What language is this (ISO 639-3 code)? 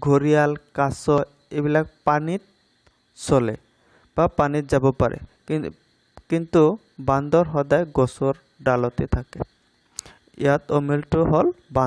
asm